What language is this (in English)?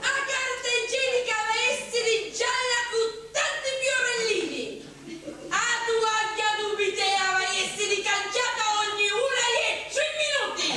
Sicilian